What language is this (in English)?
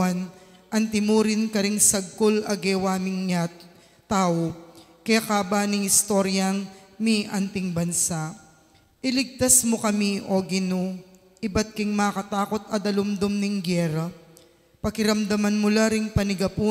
Pampanga